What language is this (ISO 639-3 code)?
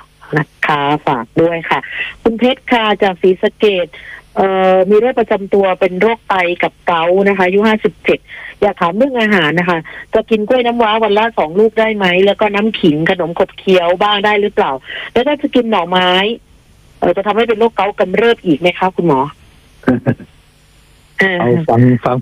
tha